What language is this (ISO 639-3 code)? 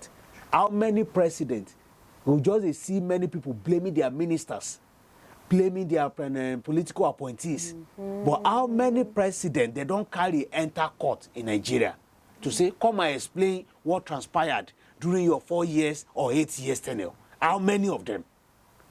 pcm